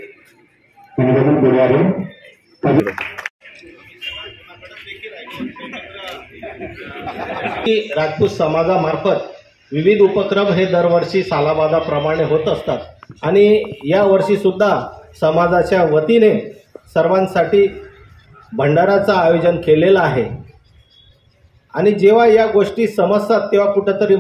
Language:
Marathi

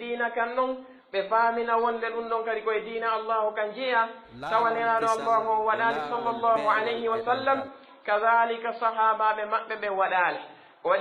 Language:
Pular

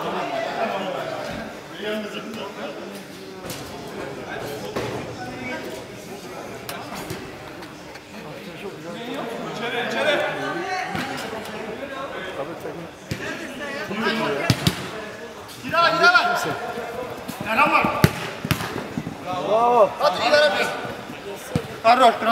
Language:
Turkish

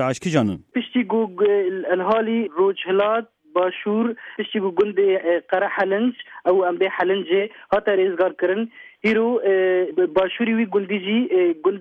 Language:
Kurdish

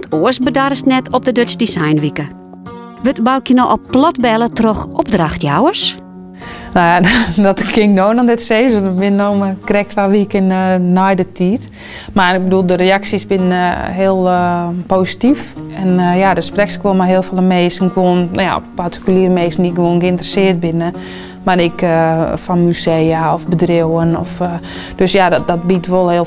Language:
Western Frisian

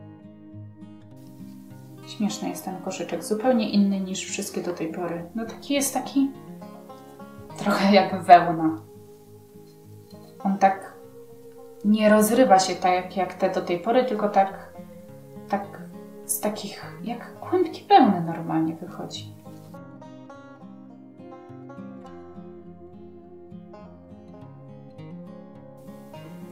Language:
Polish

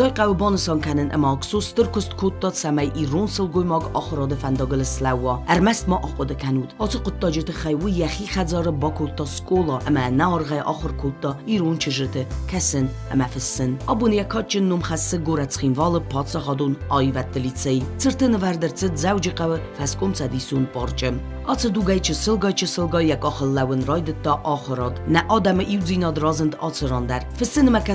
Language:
Ossetic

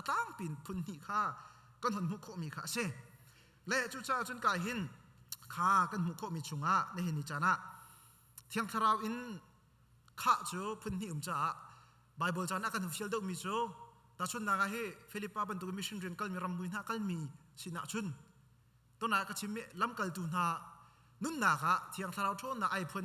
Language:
Hakha Chin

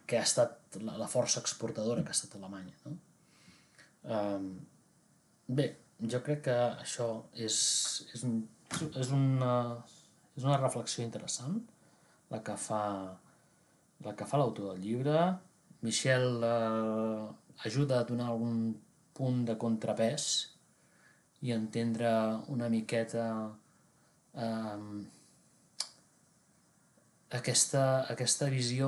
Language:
Catalan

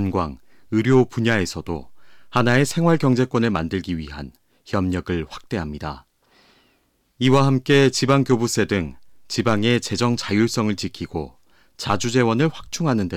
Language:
Korean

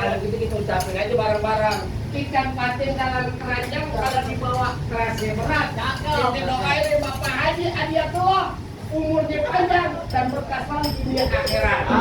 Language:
Betawi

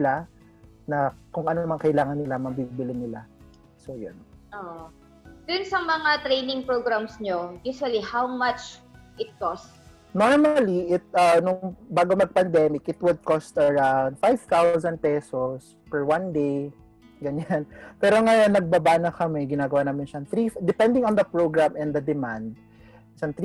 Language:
Filipino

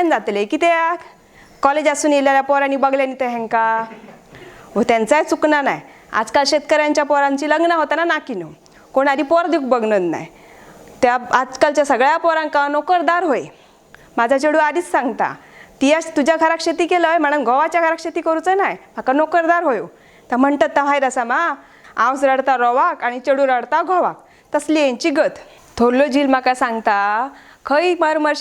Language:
Konkani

